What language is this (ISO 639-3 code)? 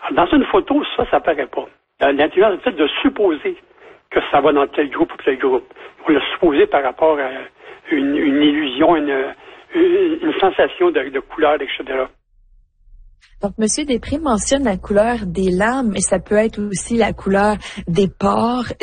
fra